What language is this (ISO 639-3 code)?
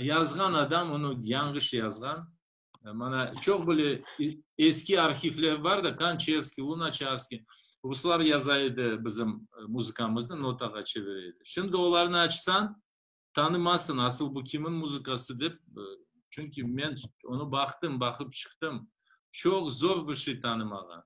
crh